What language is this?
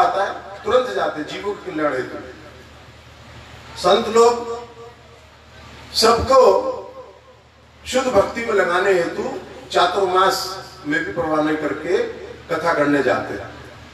Hindi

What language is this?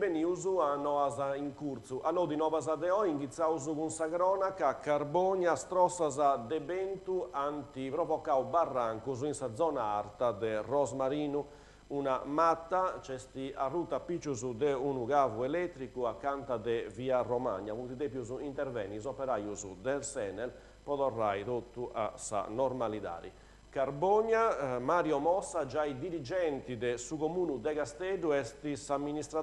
Sardinian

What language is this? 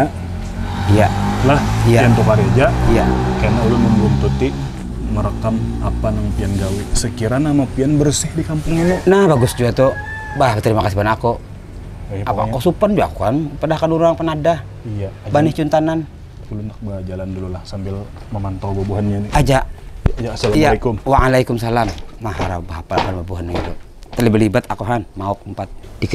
Banjar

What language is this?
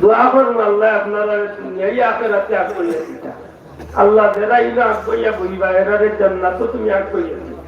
Sylheti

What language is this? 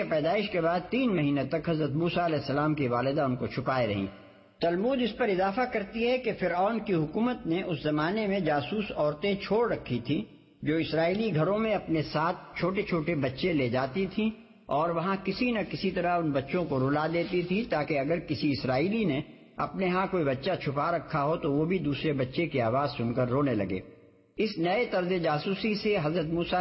Urdu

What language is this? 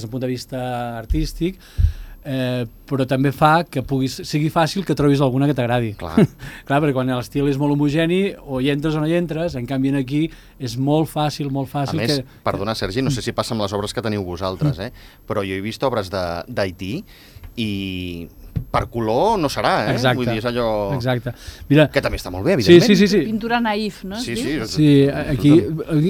Catalan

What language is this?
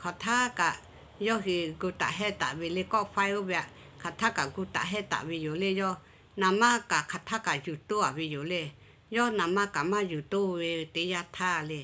Lahu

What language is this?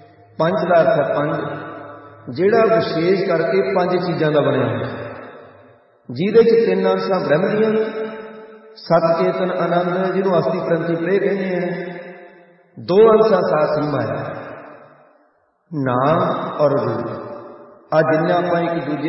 Punjabi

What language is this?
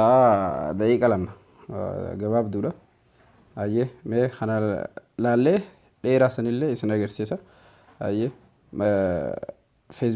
Oromo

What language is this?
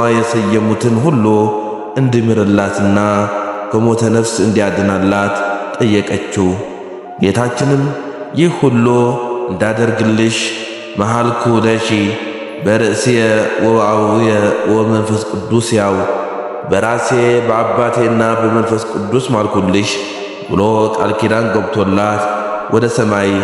Amharic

